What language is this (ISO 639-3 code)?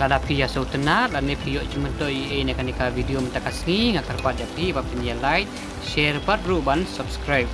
kha